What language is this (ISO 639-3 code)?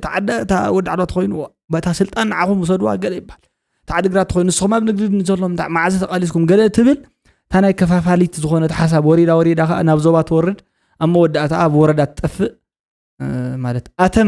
tir